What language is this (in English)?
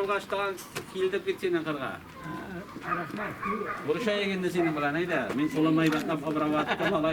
Tatar